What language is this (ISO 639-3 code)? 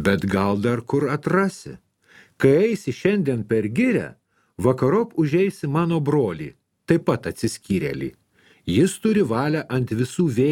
lit